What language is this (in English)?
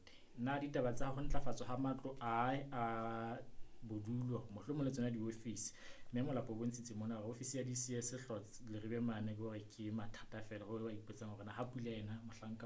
Southern Sotho